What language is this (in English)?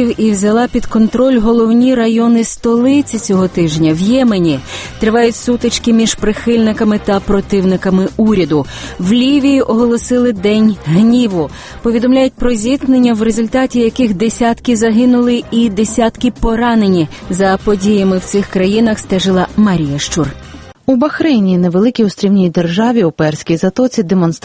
Ukrainian